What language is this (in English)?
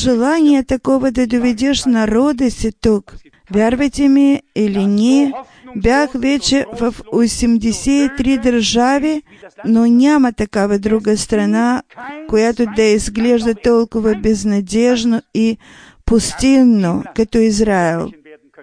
Bulgarian